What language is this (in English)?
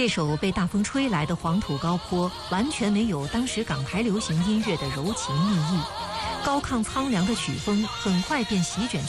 Chinese